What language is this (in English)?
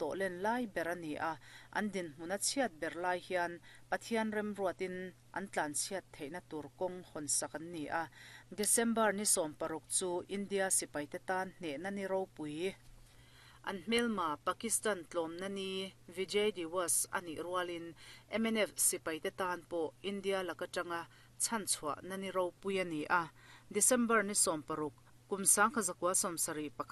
Mizo